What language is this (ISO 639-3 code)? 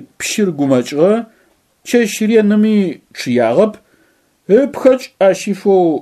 ady